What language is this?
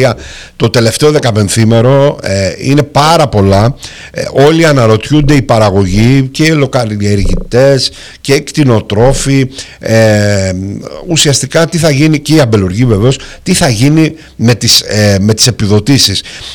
Greek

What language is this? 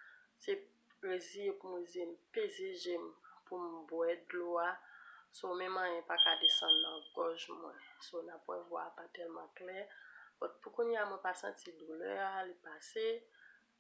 Haitian Creole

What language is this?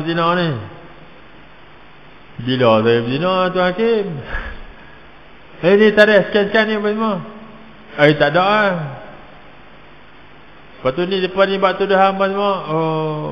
Malay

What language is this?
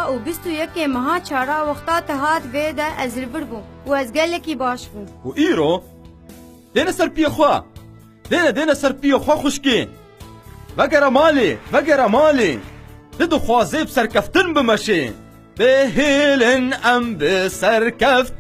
Kurdish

